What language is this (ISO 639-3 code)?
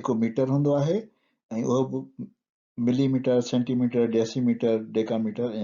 snd